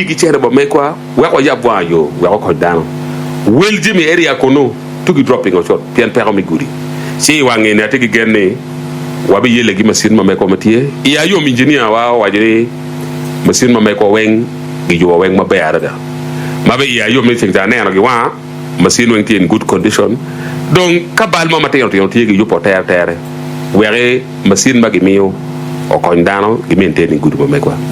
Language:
Acoli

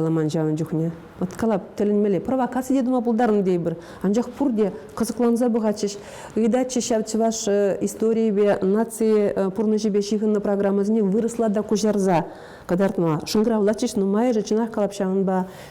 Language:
Chuvash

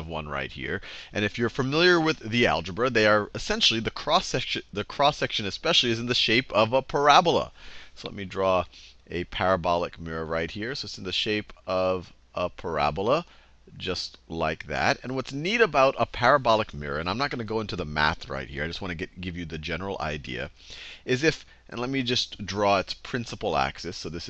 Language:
English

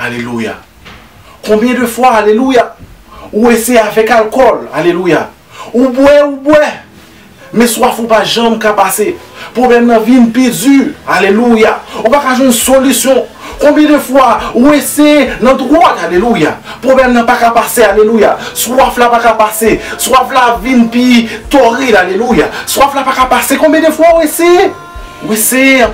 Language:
Haitian Creole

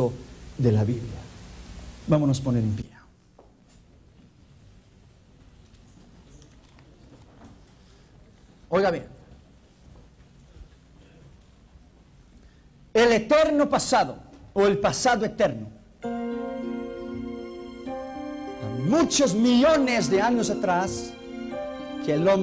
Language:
Spanish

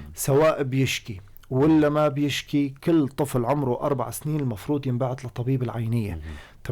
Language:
North Levantine Arabic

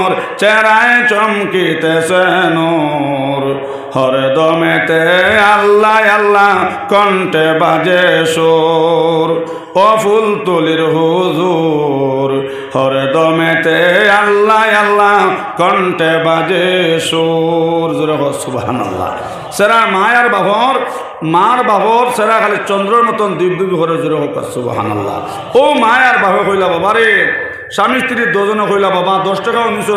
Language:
Sylheti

